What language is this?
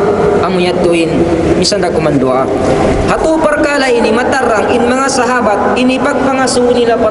Tausug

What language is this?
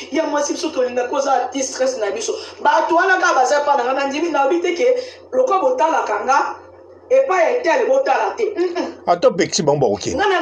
Lingala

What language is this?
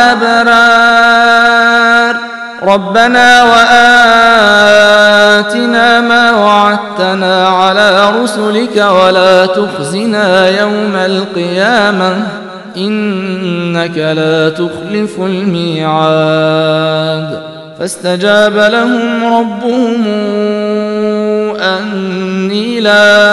Arabic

